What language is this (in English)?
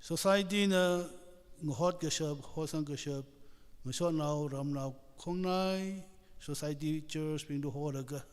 Tangkhul Naga (India)